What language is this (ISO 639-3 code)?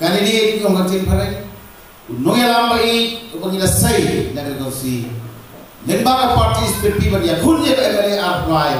kha